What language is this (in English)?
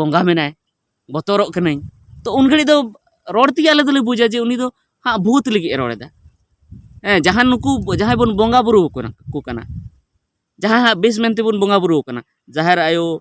Santali